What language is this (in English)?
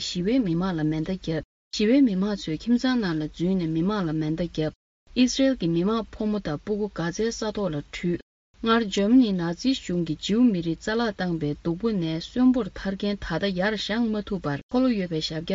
Tibetan